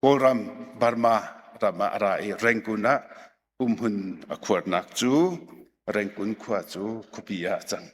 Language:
Hakha Chin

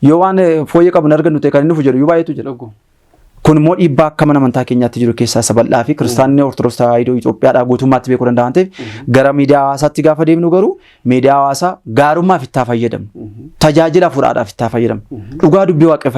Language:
Oromo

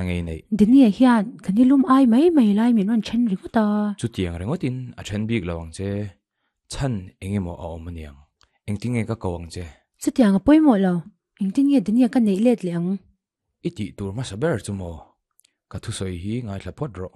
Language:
Mizo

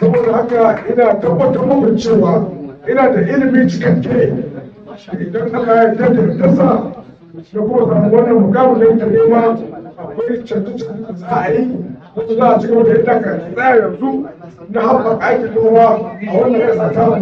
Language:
Hausa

